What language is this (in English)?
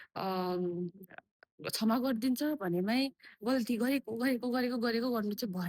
Nepali